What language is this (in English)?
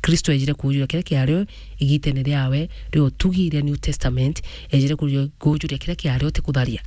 Meru